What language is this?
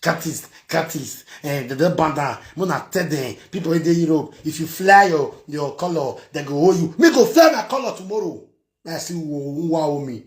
Nigerian Pidgin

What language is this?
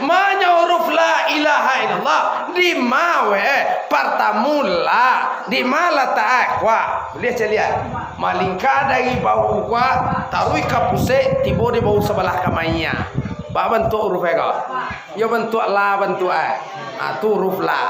Minangkabau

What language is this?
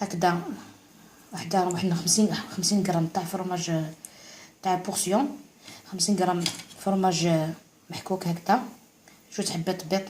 Algerian Arabic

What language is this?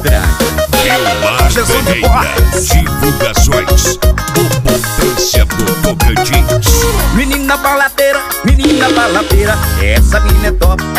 Portuguese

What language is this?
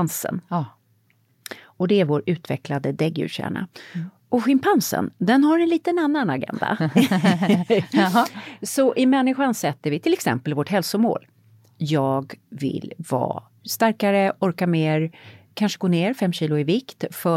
Swedish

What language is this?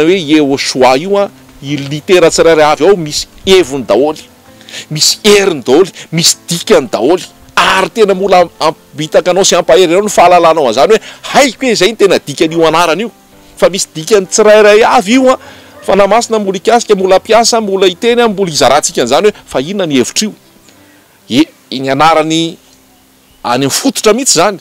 Malagasy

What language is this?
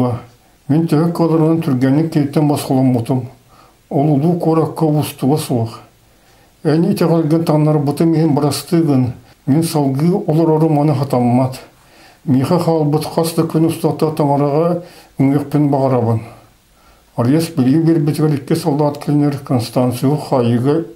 Yakut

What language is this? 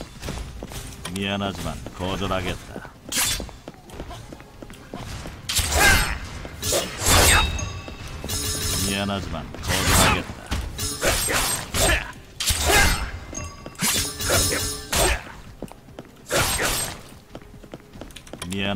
Korean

